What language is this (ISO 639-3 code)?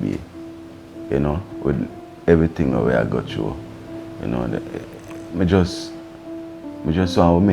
jam